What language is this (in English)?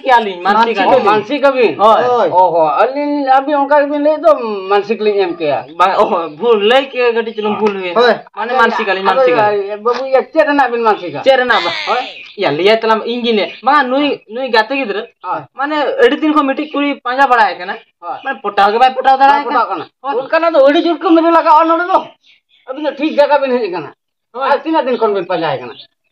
Santali